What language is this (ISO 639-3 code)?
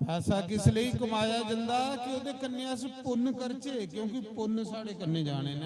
doi